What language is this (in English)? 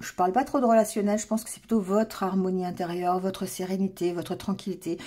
French